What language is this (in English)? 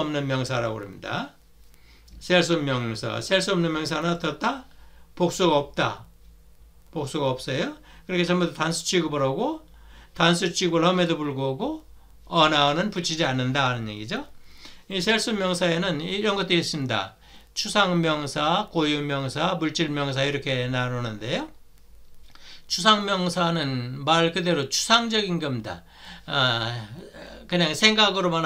Korean